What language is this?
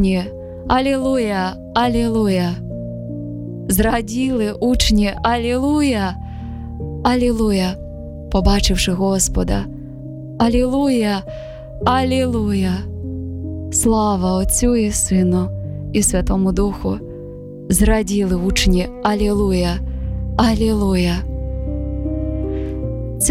Ukrainian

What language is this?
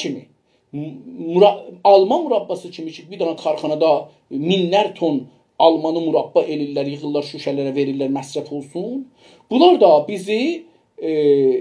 South Azerbaijani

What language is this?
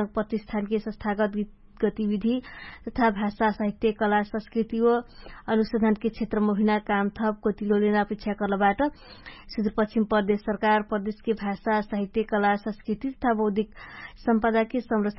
Dangaura Tharu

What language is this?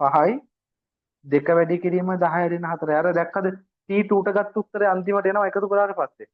Sinhala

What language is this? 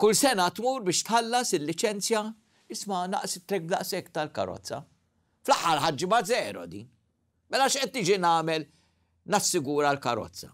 Maltese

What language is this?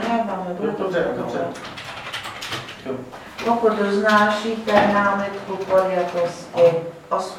Czech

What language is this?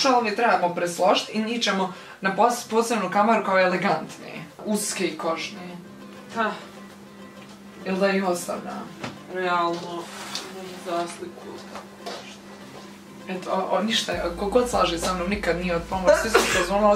Croatian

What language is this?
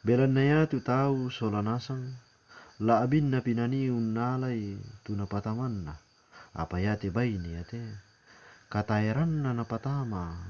Toraja-Sa'dan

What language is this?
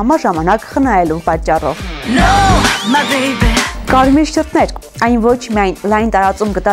Armenian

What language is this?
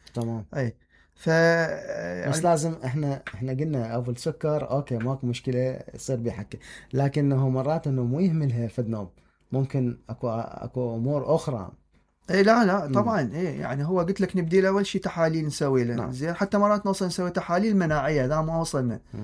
Mesopotamian Arabic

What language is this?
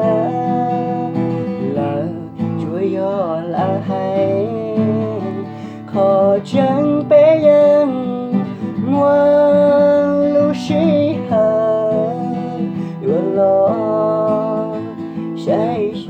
Hmong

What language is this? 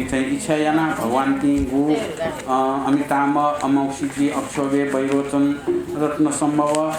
Newari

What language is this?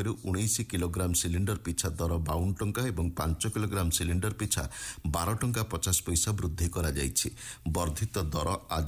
Odia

